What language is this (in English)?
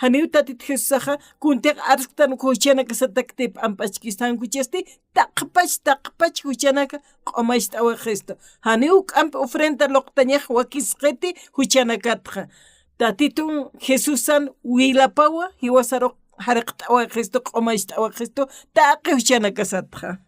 Aymara